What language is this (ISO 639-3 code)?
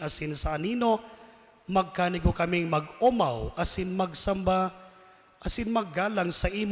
bik